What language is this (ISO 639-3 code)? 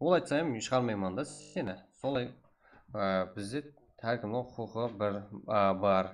kaa